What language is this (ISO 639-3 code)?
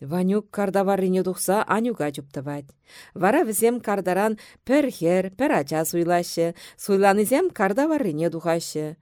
chv